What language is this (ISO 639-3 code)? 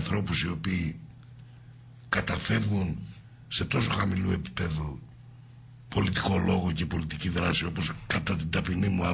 ell